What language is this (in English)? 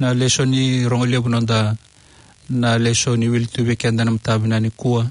Fijian